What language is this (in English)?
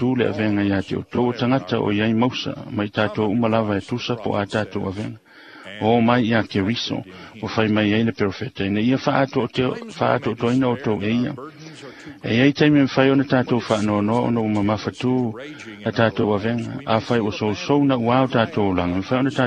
Samoan